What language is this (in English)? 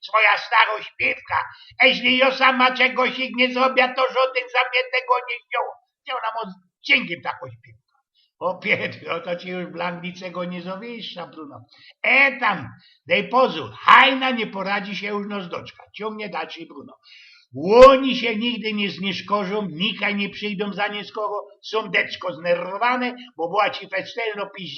Silesian